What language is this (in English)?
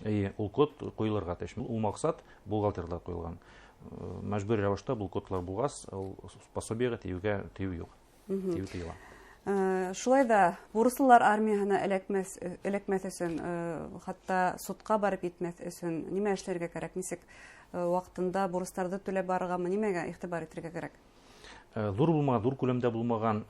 Bashkir